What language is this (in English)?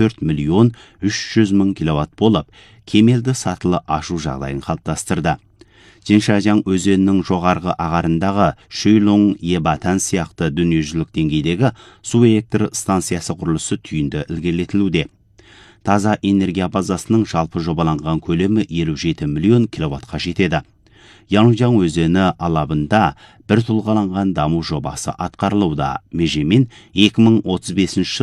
Kazakh